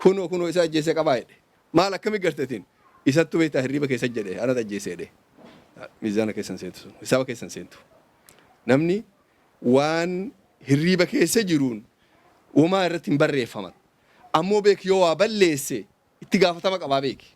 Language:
Oromo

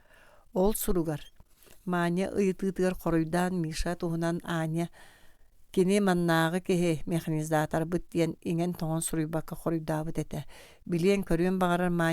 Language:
Yakut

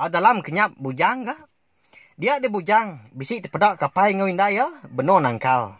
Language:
Iban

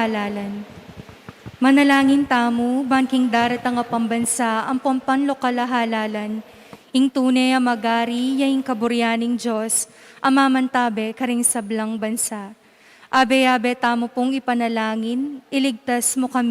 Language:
Pampanga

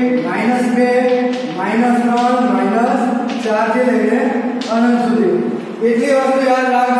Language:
Gujarati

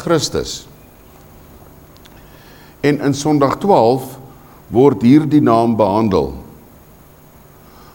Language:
Afrikaans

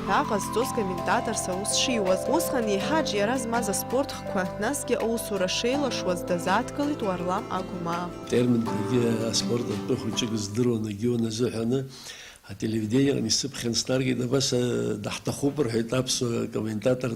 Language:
Abkhazian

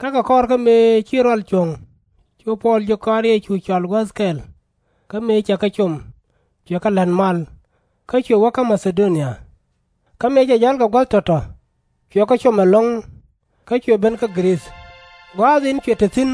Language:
Nuer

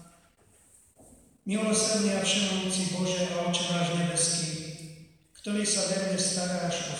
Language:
Slovak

